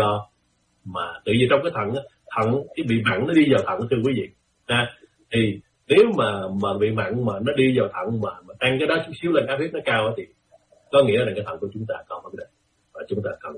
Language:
Vietnamese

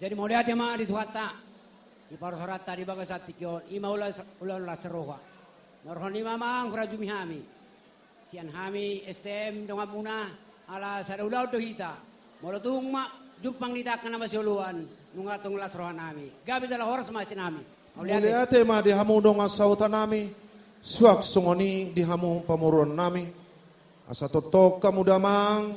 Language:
Batak Toba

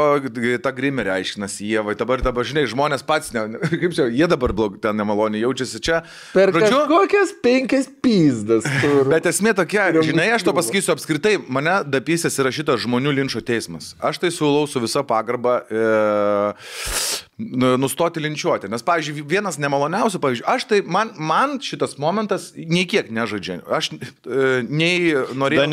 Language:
Lithuanian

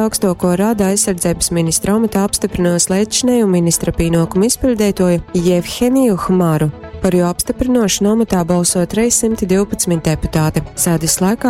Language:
Latgalian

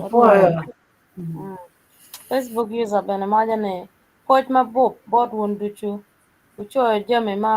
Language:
Acoli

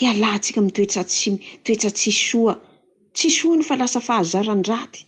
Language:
Malagasy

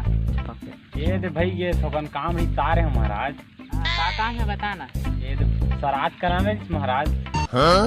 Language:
Chhattisgarhi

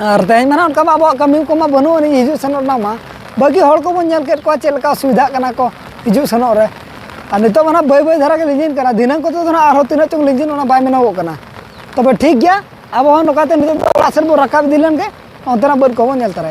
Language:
Santali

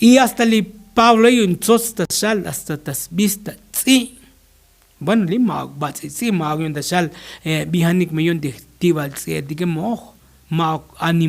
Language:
Tzotzil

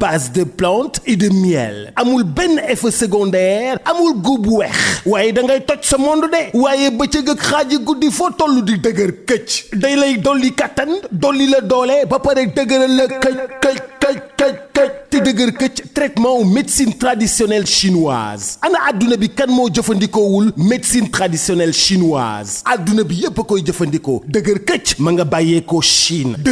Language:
Wolof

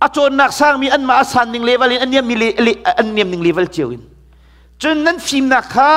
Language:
Hakha Chin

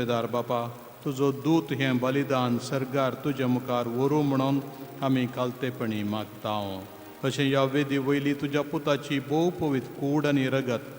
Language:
Konkani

